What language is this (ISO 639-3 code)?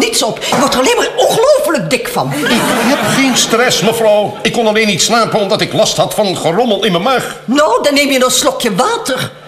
nld